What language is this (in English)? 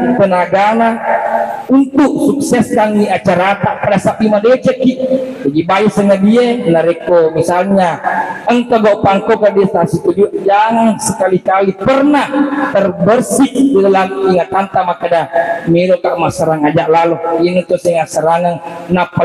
Buginese